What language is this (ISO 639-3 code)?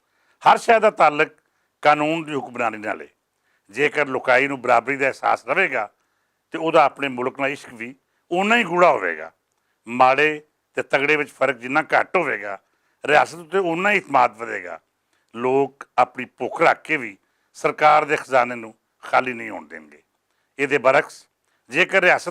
lah